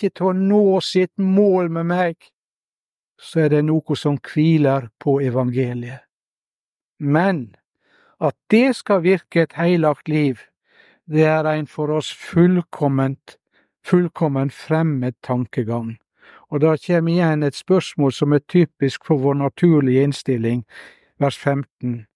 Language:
Norwegian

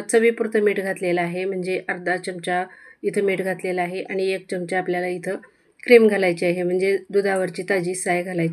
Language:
Marathi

